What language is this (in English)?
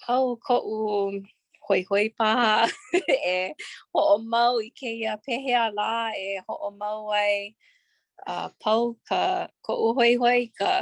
Hawaiian